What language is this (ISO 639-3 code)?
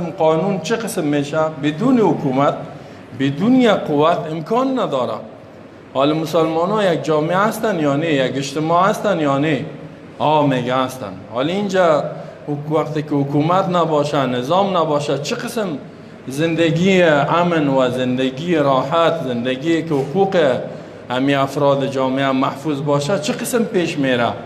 fas